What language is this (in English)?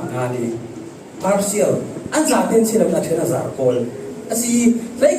Falam Chin